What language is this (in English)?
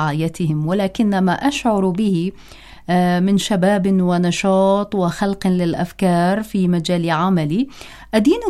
Arabic